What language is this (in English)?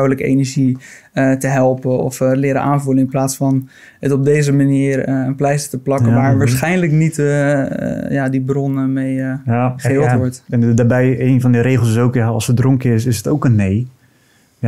Dutch